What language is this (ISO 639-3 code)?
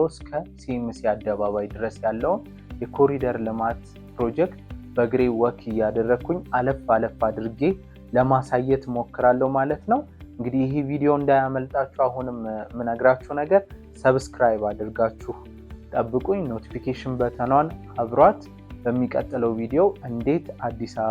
amh